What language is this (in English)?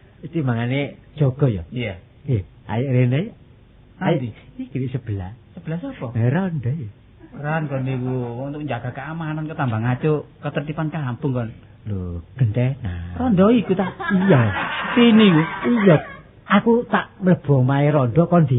Javanese